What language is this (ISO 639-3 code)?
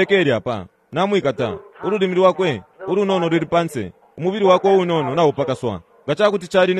bem